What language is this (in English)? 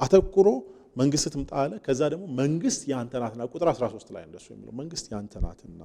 Amharic